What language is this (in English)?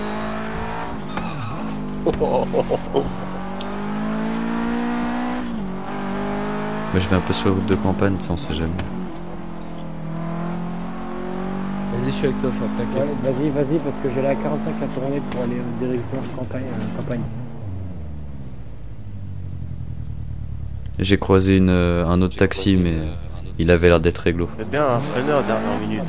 French